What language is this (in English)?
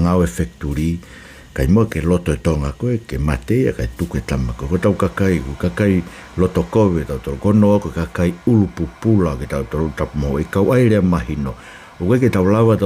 Tongan